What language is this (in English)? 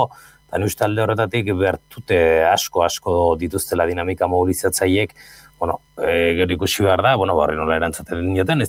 Basque